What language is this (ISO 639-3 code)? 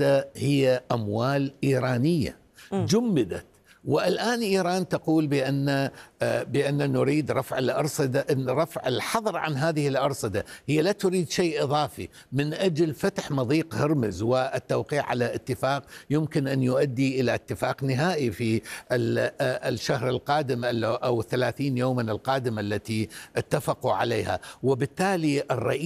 ara